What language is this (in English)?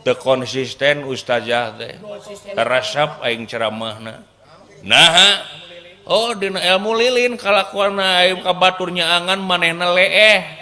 Sundanese